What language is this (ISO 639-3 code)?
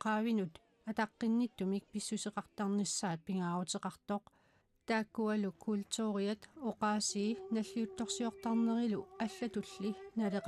kal